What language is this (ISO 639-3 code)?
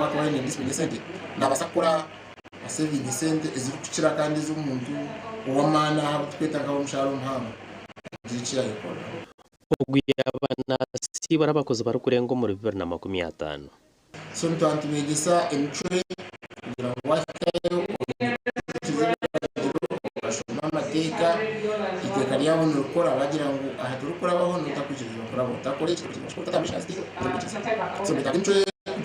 nyn